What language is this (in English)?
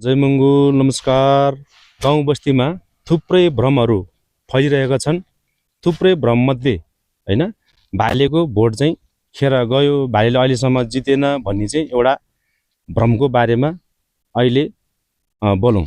Nepali